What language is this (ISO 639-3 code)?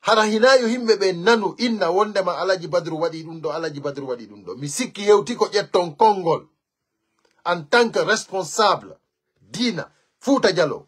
ful